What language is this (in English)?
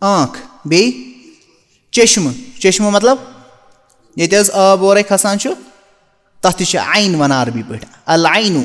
Kashmiri